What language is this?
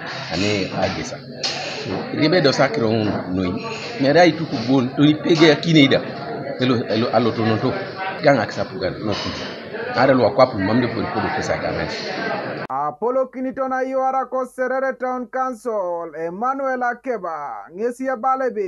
Teso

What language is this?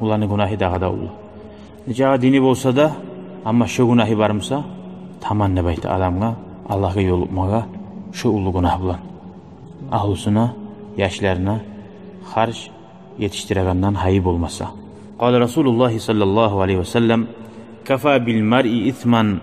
Kumyk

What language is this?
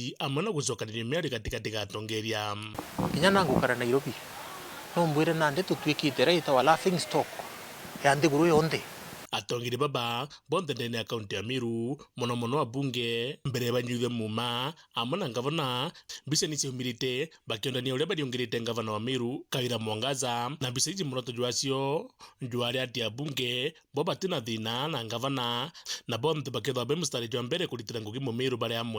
Meru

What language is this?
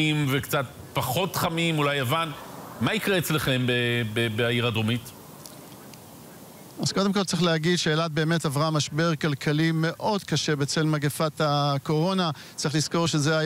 Hebrew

